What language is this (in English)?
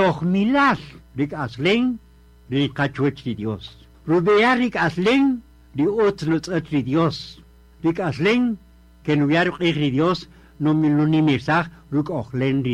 Kaqchikel